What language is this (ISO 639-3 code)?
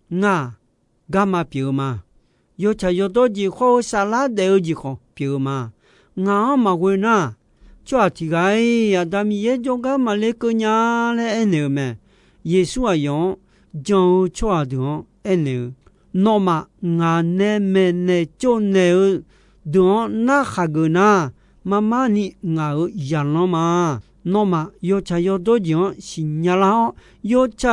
ahk